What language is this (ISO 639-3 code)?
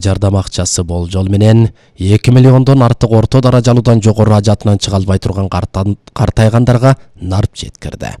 kir